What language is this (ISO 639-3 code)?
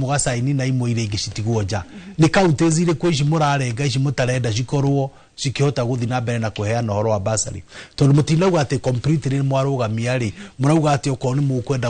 kik